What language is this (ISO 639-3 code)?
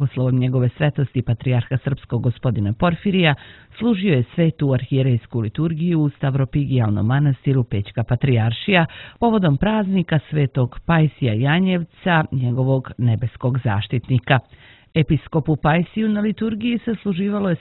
srp